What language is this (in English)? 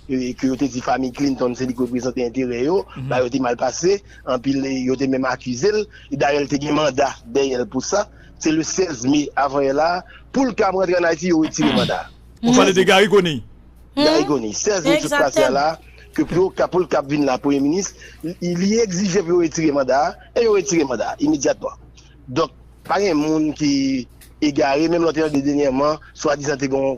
Haitian Creole